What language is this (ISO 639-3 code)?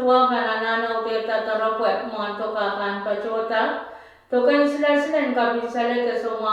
pon